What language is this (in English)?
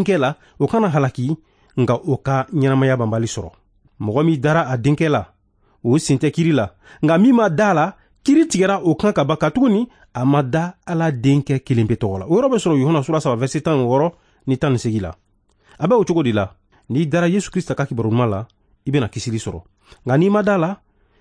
Bambara